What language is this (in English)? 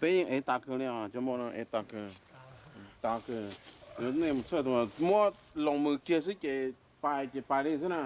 Hmong